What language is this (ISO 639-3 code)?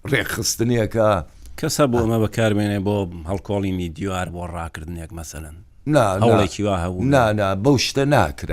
ckb